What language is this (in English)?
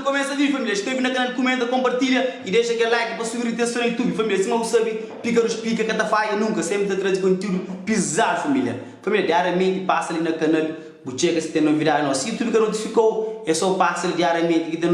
Kabuverdianu